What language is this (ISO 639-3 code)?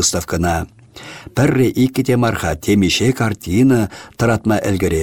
chv